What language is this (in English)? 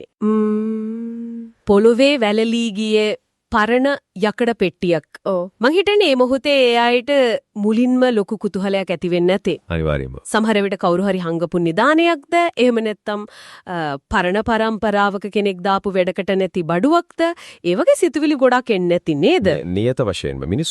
Sinhala